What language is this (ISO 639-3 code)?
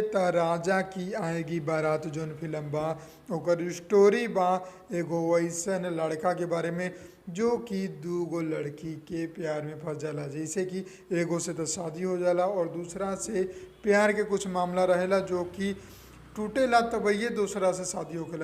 bho